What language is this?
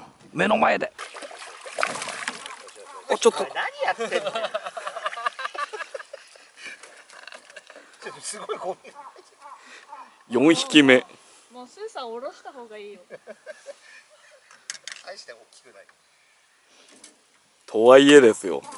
Japanese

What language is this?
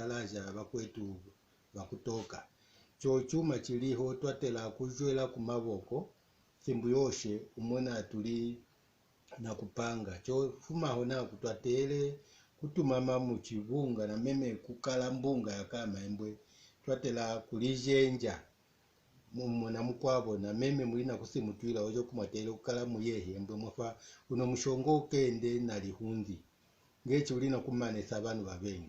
Mbunda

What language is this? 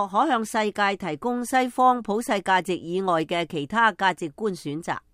Cantonese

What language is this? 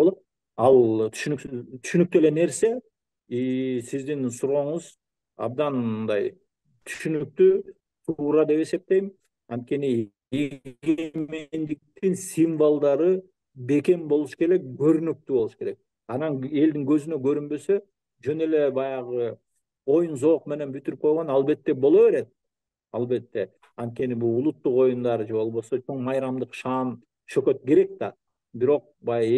Kyrgyz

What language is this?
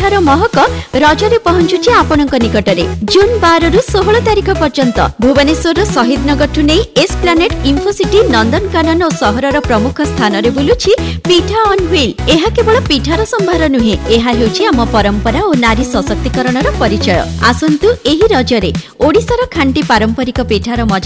Odia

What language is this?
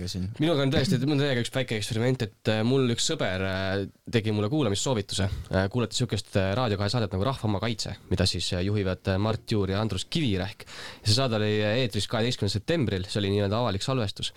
Estonian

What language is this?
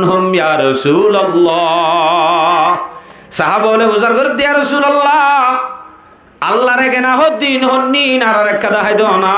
Rohingya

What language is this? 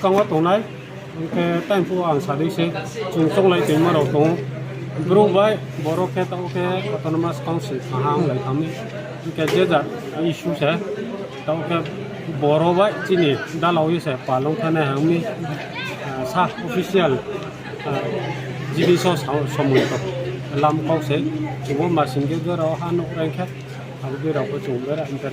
Riang (India)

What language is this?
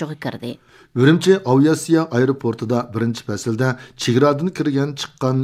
Uyghur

